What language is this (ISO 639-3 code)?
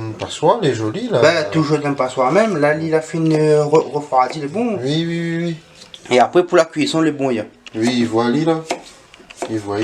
rcf